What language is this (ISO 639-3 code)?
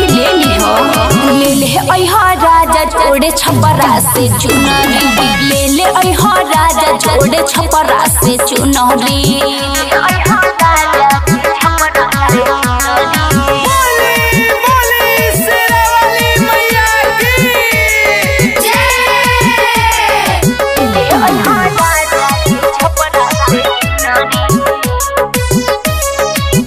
bho